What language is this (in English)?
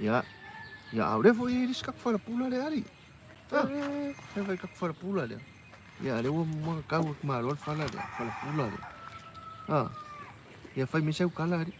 Samoan